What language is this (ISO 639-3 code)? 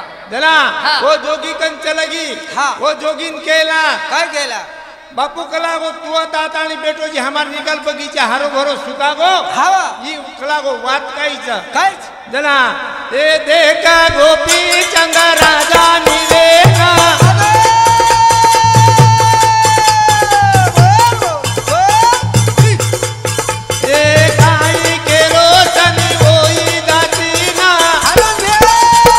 lmn